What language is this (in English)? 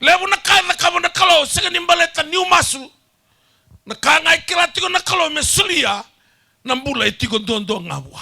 Fijian